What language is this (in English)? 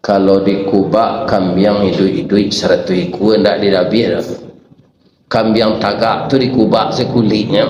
Minangkabau